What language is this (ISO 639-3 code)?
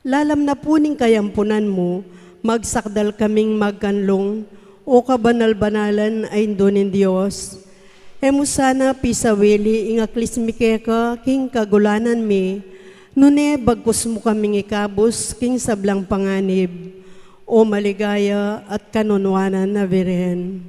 pam